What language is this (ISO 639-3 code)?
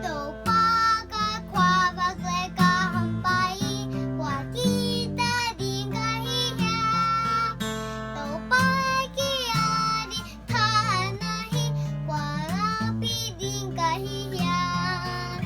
ctd